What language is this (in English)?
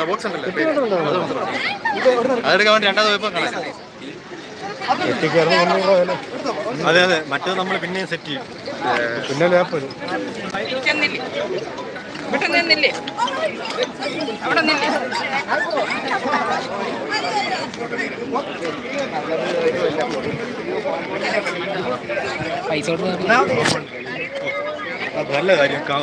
Malayalam